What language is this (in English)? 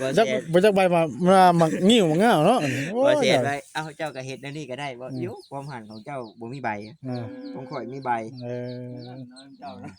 Northeastern Thai